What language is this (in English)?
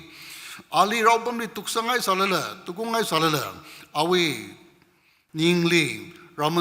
Tangkhul Naga (India)